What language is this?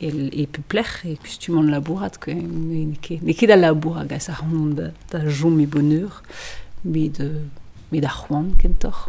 Breton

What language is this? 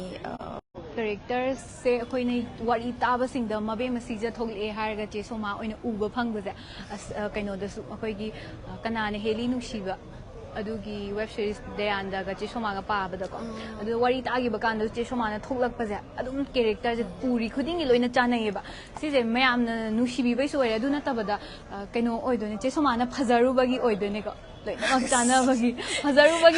Manipuri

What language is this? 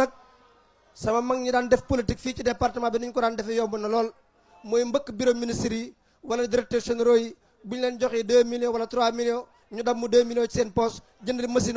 Wolof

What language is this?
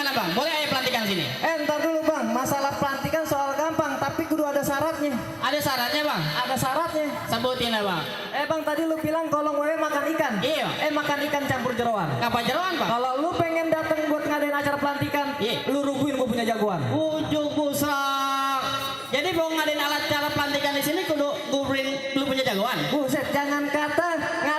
Betawi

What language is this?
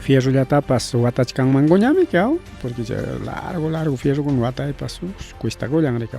Ayacucho Quechua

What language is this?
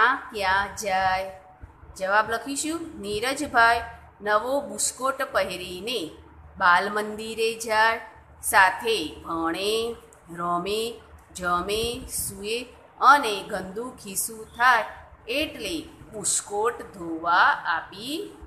Gujarati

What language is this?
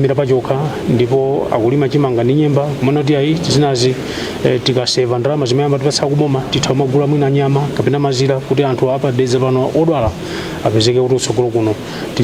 Nyanja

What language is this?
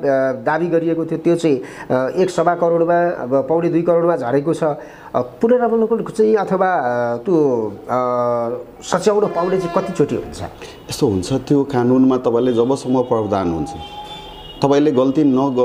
Nepali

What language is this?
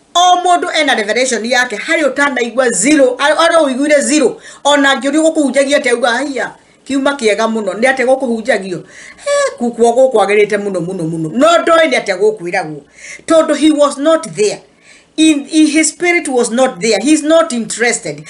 Kikuyu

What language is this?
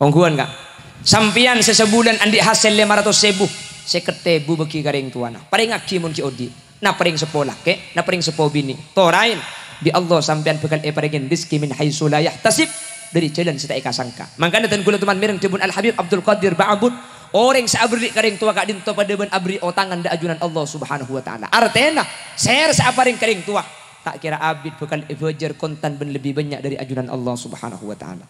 Madurese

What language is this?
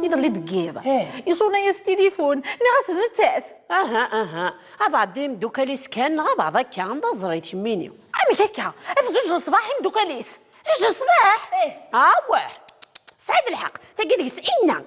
Kabyle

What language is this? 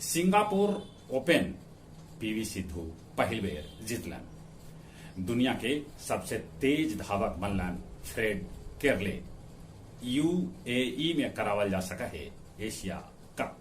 Magahi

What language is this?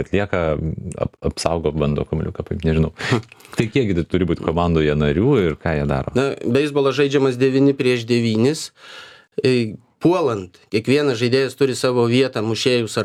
Lithuanian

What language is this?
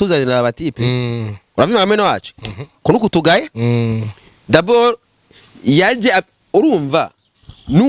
Rundi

